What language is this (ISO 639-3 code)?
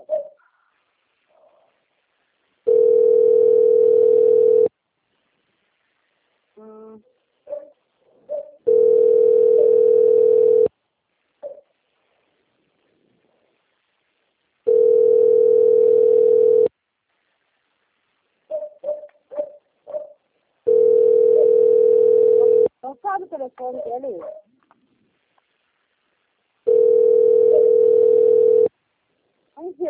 por